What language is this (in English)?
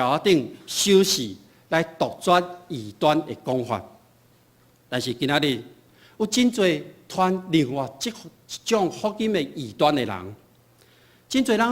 Min Nan Chinese